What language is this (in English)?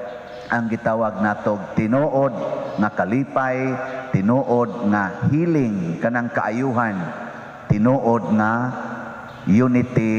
Cebuano